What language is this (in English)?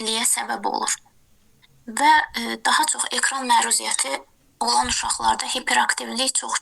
Azerbaijani